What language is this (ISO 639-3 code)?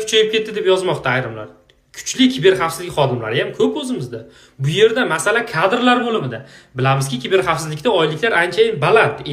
uzb